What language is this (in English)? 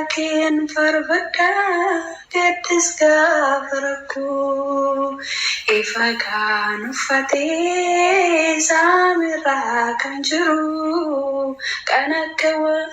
Oromo